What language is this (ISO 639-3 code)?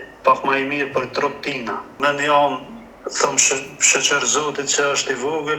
sqi